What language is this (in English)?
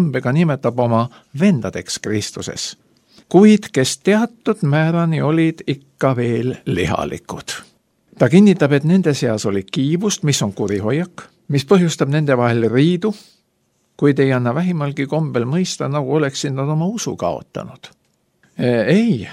Estonian